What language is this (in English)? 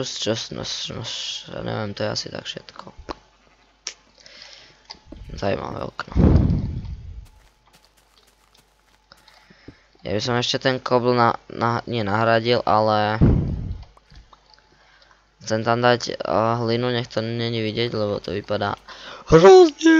Slovak